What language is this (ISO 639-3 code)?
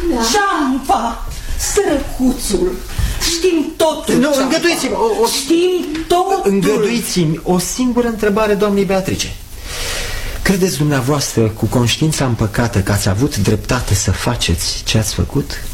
ron